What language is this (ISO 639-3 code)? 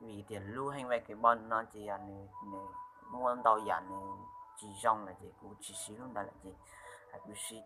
hmn